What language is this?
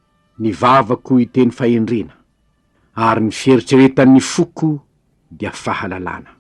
Malagasy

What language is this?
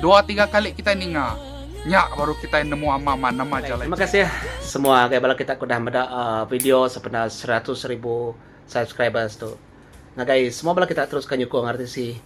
Iban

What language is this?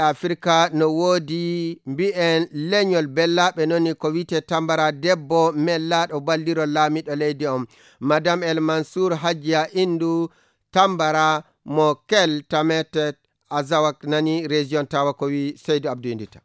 Fula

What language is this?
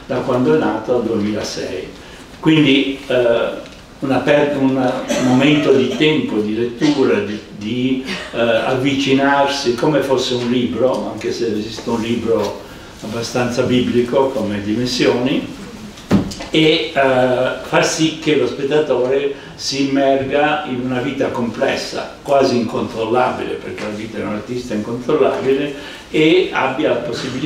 Italian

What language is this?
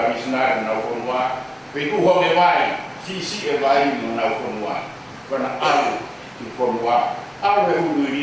Tongan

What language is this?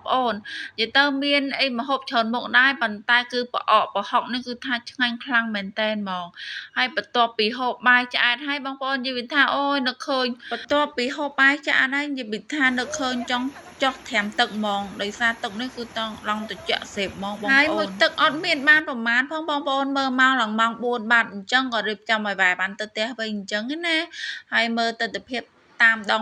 Khmer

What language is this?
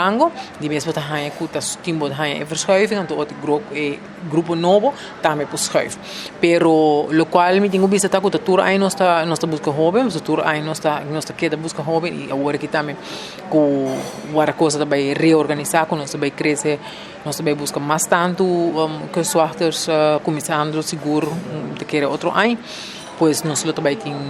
Papiamento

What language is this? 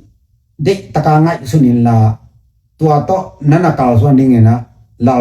Tedim Chin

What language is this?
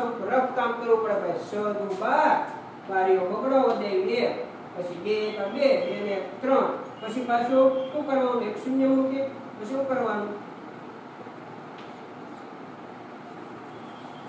Gujarati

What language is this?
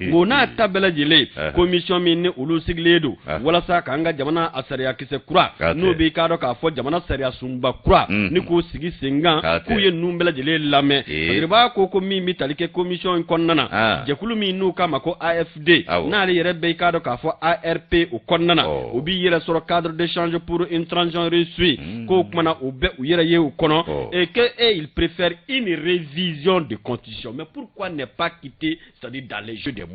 Bambara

